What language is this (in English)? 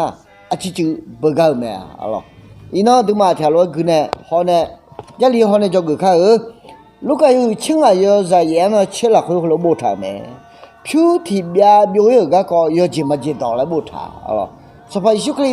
Akha